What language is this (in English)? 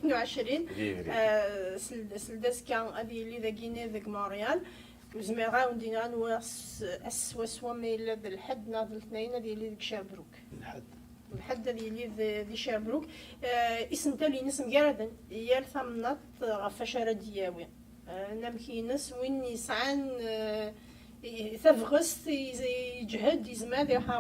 Kabyle